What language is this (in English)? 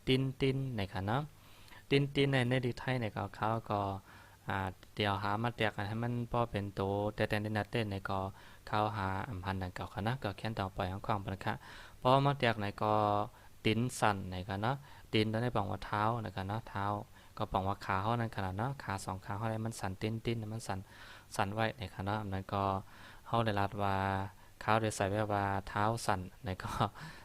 Shan